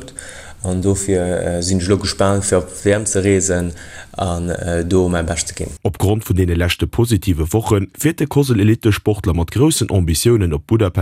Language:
Luxembourgish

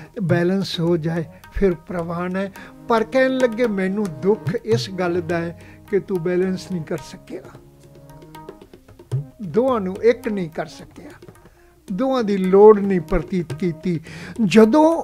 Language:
Punjabi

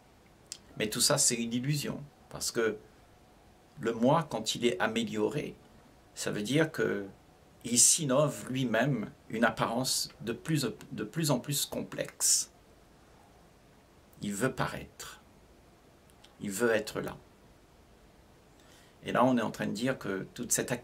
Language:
French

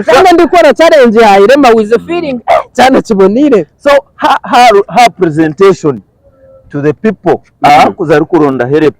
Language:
Nyankole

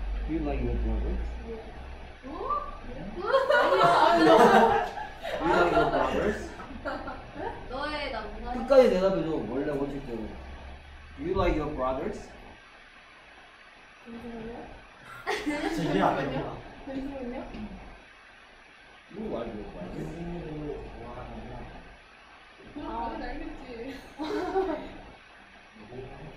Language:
Korean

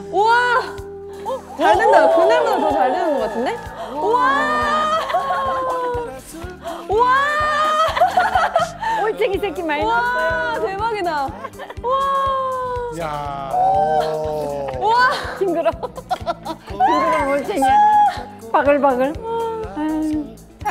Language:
Korean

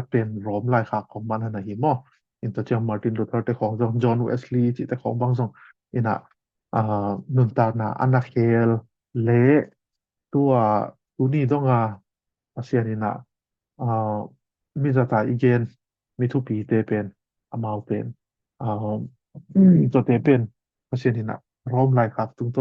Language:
Tedim Chin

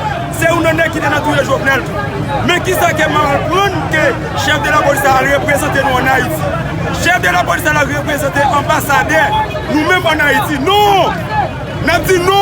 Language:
Haitian Creole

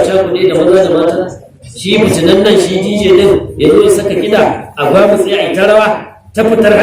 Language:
Hausa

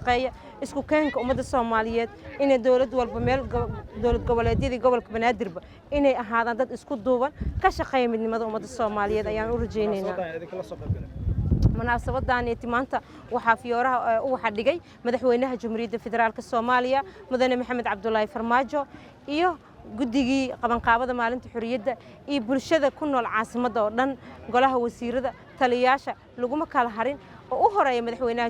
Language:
Somali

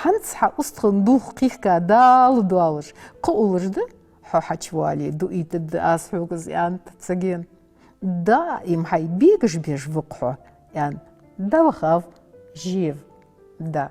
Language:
Ingush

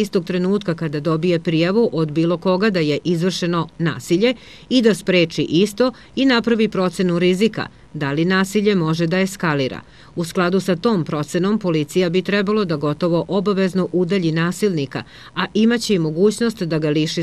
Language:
Serbian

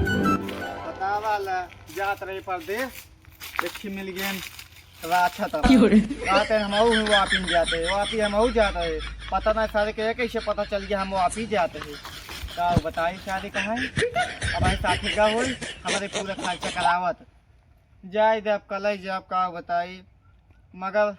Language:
Awadhi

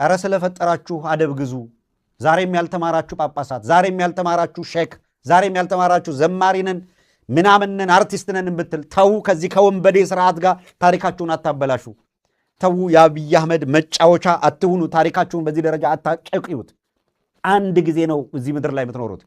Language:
Amharic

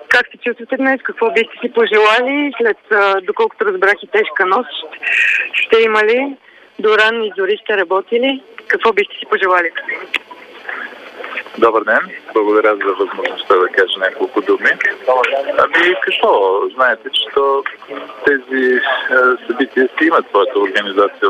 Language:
Bulgarian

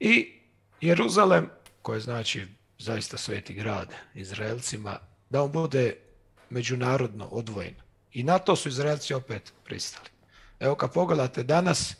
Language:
Croatian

